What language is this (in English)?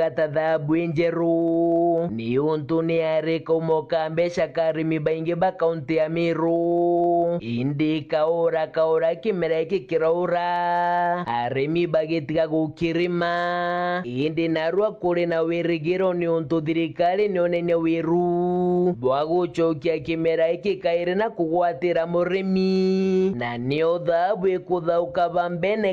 Meru